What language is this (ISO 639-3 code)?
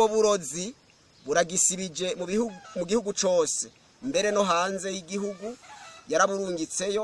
run